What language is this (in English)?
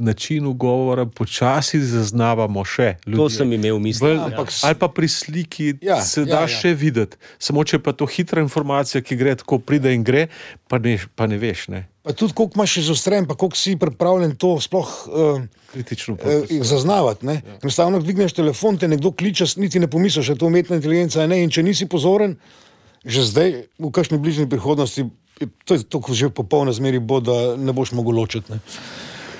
Slovenian